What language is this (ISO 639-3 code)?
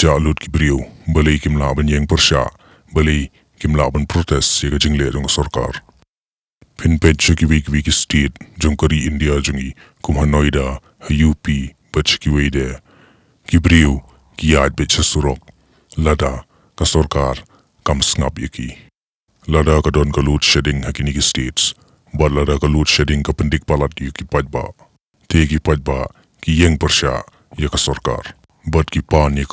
kha